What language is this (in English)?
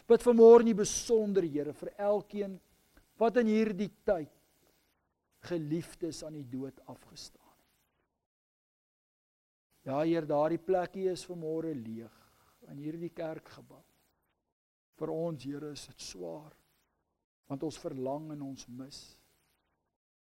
Afrikaans